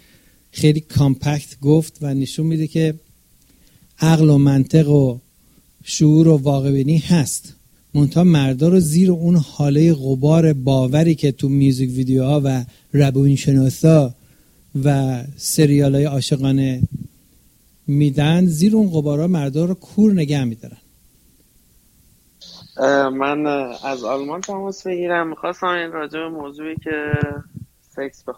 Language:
Persian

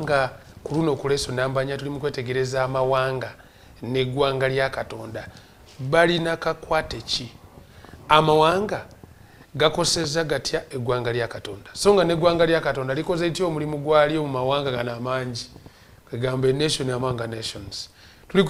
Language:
Ganda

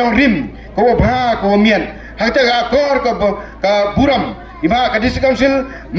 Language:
Pnar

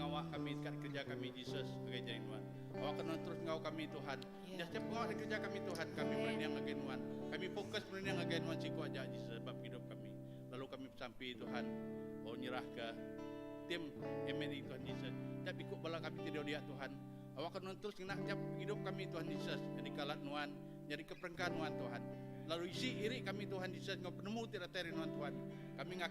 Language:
Iban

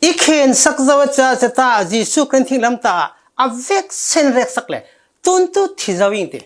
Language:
Falam Chin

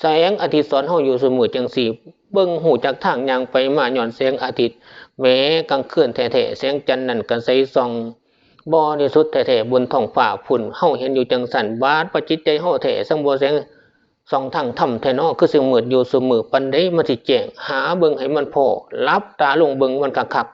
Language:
Northeastern Thai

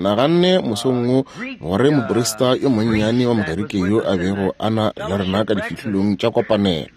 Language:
Northern Sotho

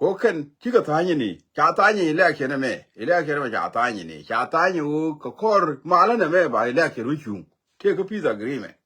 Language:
Nuer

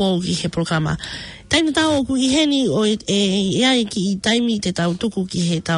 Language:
Tongan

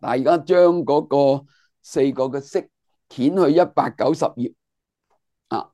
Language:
Cantonese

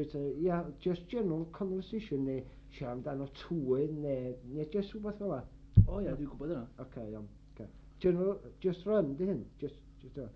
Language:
Welsh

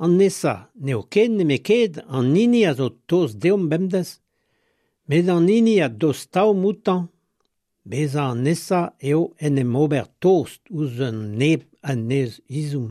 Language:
Breton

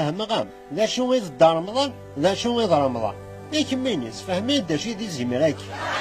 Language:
Kabyle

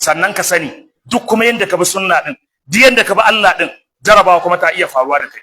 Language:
Hausa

